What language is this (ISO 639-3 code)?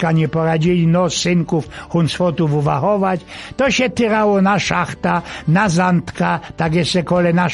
szl